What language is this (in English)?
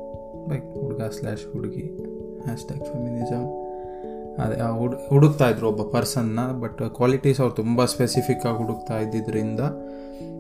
Kannada